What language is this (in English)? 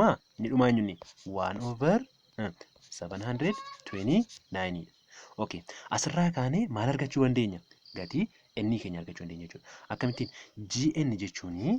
Oromo